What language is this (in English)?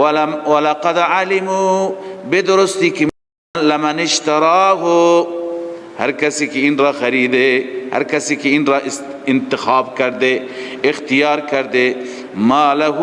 Persian